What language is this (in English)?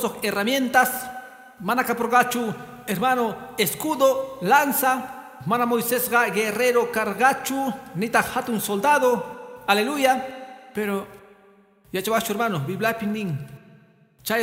Quechua